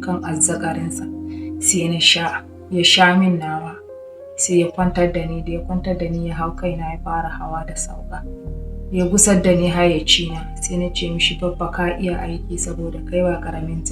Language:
Hausa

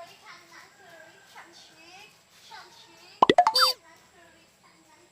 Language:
Nias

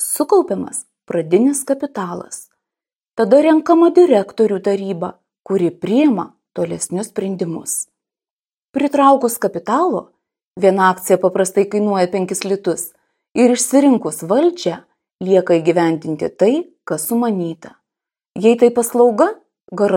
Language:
Lithuanian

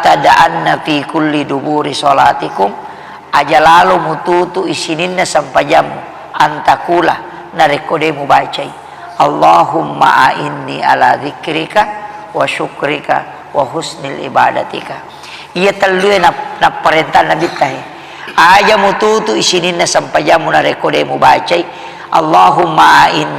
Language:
Buginese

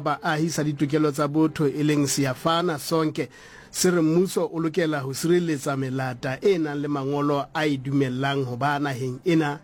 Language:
Southern Sotho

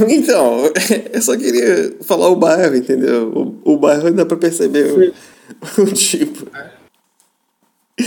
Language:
Portuguese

